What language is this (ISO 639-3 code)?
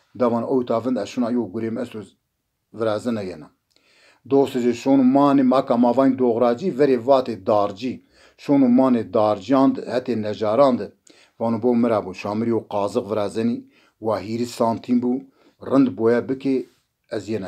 zza